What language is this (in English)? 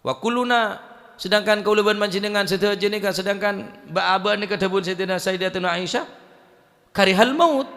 Madurese